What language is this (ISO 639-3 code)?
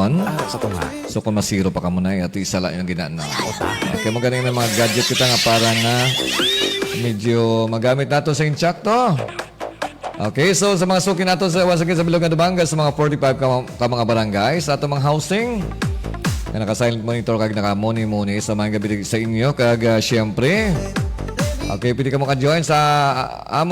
hil